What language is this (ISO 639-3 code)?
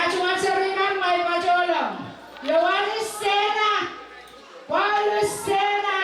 pon